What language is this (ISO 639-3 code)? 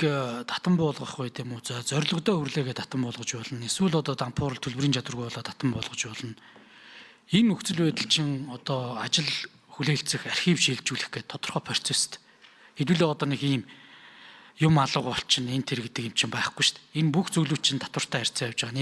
mon